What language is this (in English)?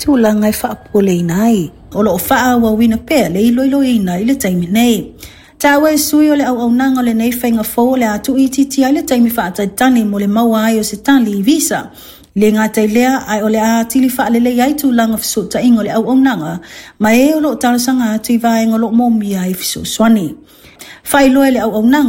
Samoan